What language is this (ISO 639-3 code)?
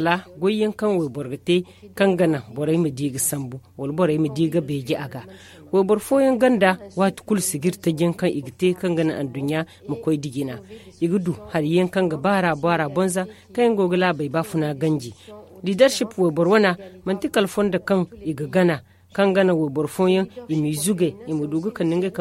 dje